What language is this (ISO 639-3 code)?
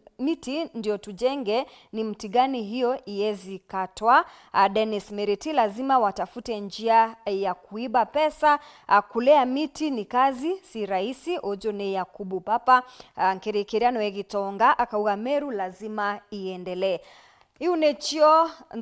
mer